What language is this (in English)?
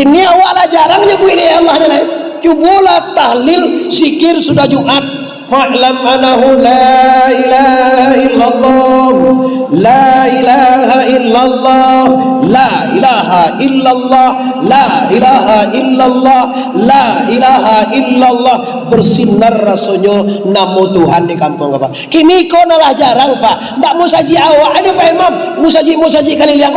Minangkabau